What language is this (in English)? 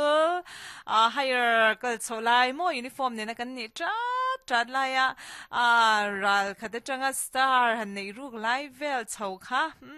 Mizo